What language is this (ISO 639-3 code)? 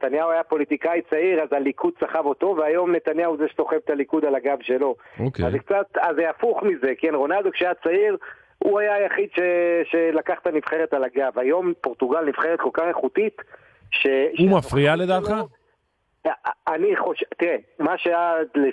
heb